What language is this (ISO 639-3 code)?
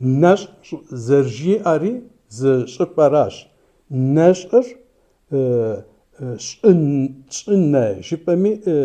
kbd